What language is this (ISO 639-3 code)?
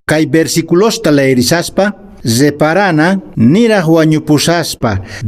que